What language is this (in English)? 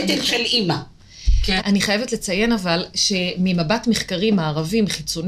Hebrew